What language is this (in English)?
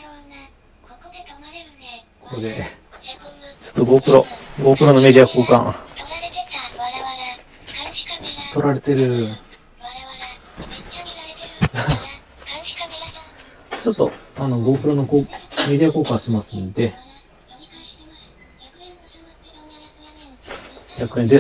Japanese